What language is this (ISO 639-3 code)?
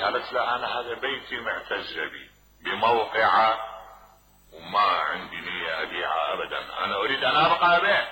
acm